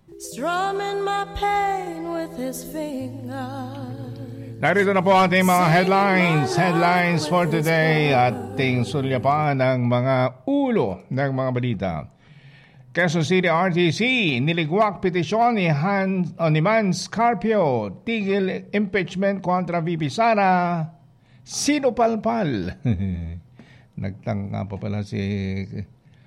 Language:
Filipino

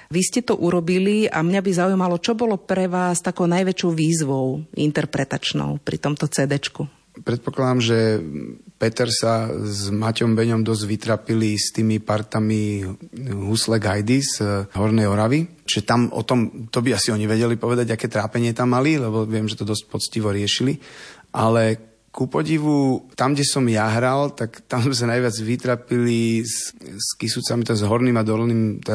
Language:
Slovak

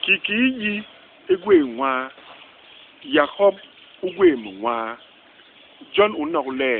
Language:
Basaa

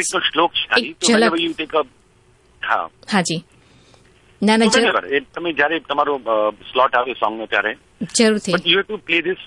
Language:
Gujarati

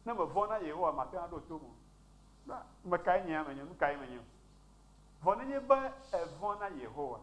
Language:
Ewe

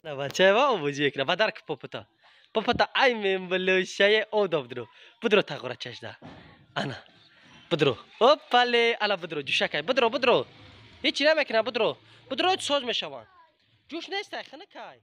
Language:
Tajik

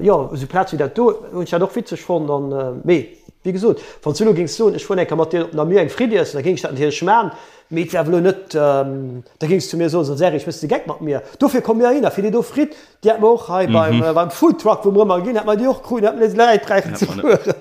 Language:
Luxembourgish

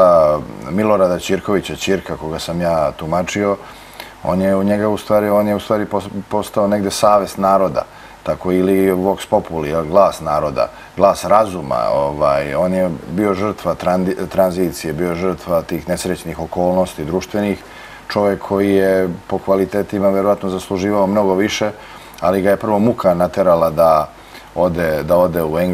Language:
Serbian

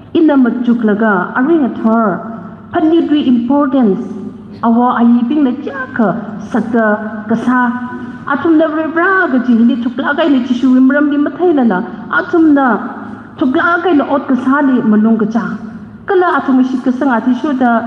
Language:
Tangkhul Naga (India)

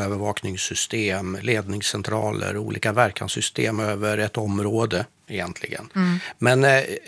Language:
Swedish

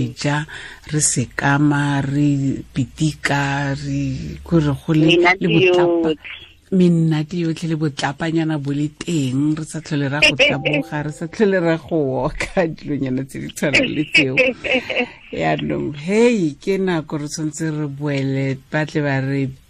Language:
Tswana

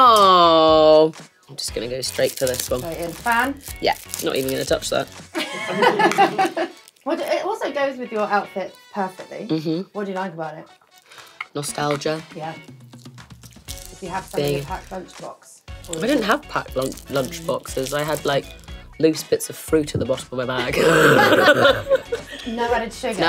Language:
English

